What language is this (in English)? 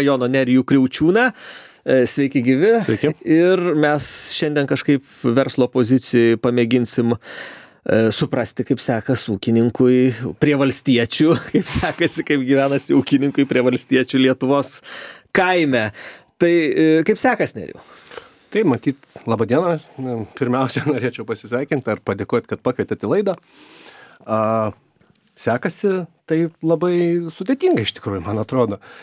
Lithuanian